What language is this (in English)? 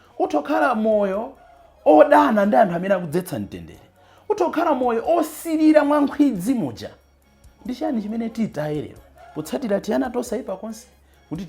Nyanja